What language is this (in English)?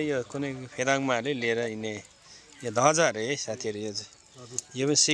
Nepali